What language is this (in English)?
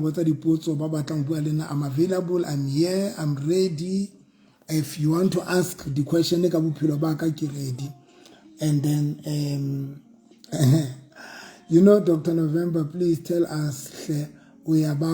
Southern Sotho